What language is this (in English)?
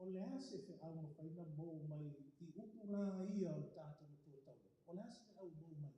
Samoan